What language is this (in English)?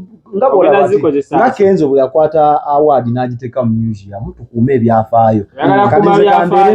Ganda